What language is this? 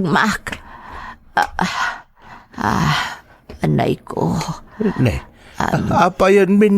Iloko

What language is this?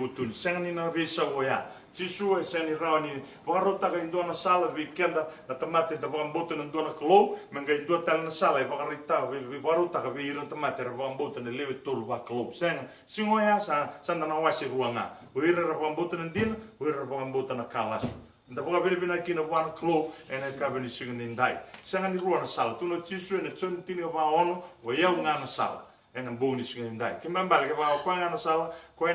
Fijian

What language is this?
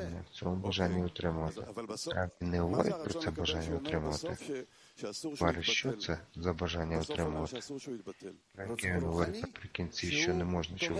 Ukrainian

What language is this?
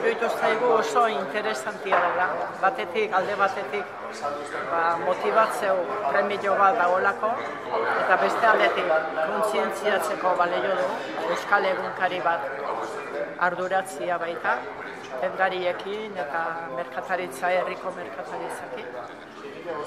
Basque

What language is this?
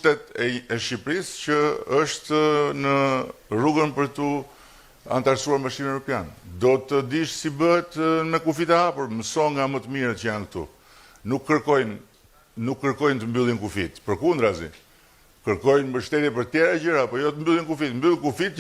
Albanian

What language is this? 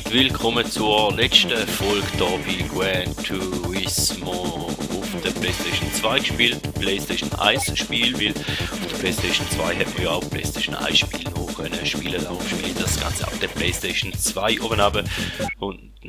Swiss German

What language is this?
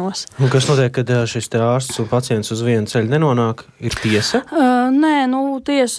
Latvian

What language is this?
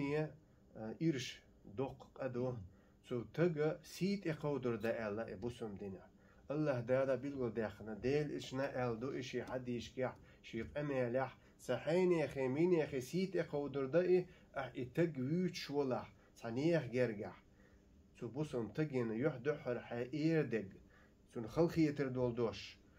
Chechen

